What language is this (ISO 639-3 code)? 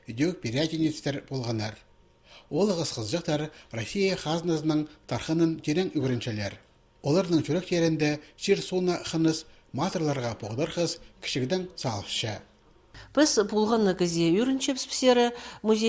kjh